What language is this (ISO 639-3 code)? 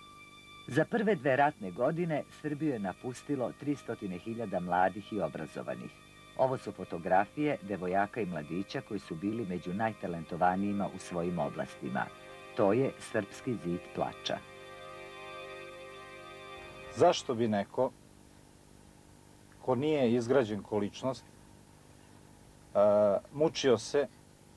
srp